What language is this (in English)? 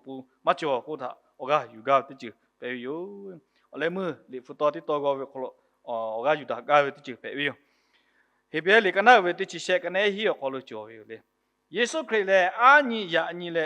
Lahu